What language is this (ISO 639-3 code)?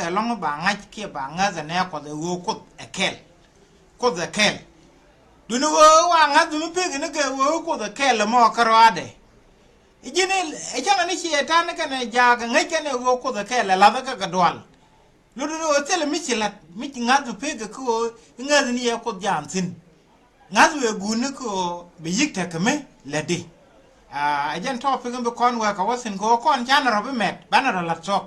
nus